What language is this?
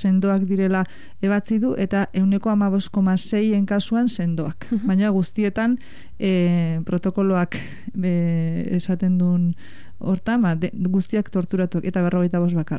Basque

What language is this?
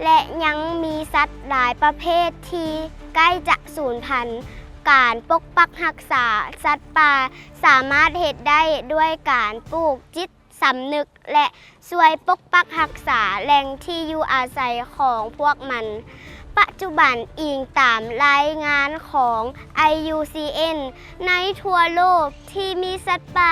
Lao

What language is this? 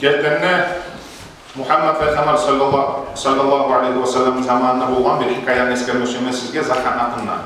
Kumyk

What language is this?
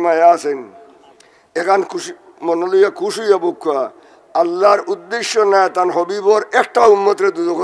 Sylheti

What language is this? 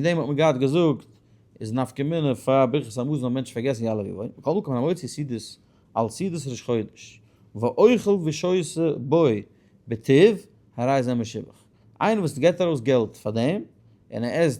Yiddish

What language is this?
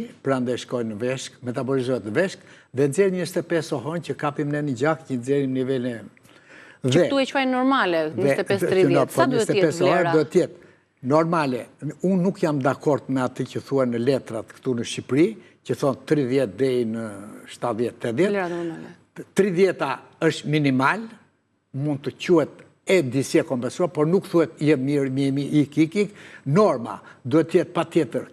Albanian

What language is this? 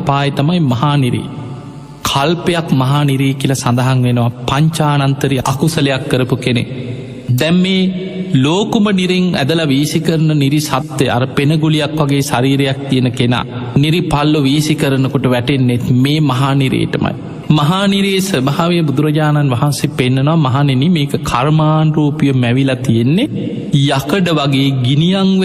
Sinhala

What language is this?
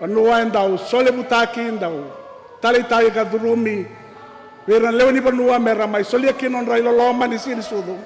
Fijian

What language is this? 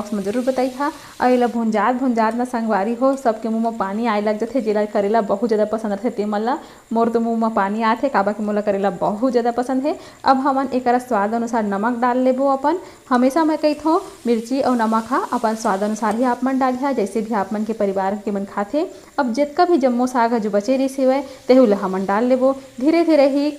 Chhattisgarhi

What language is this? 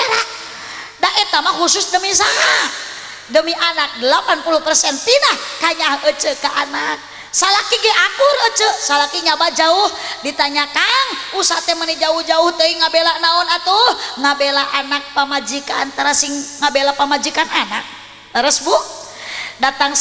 Sundanese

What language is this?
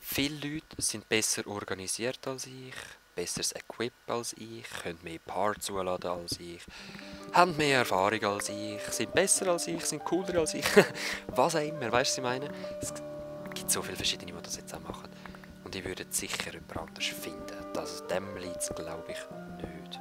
Swiss German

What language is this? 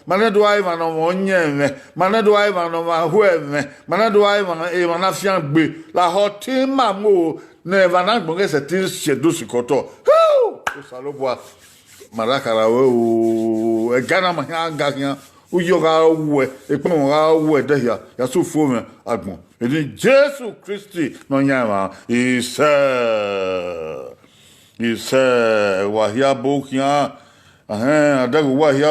Bini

